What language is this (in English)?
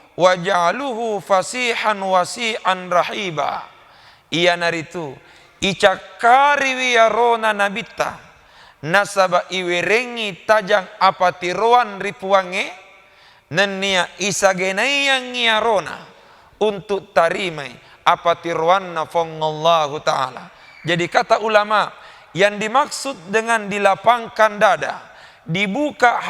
Buginese